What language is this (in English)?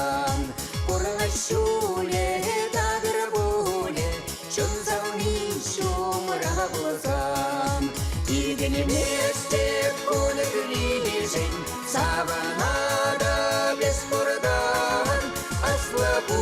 Chuvash